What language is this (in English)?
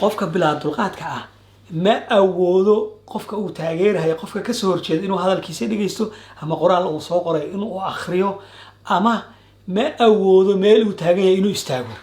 Somali